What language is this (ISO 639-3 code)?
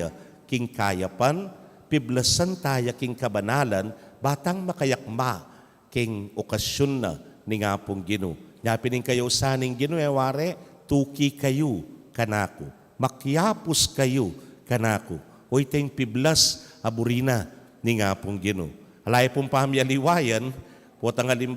pam